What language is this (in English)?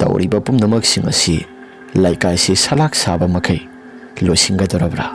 Manipuri